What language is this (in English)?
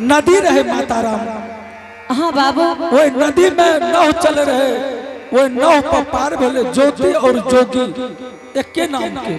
Angika